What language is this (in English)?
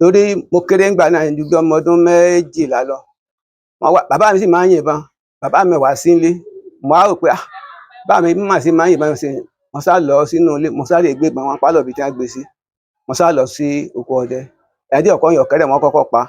Yoruba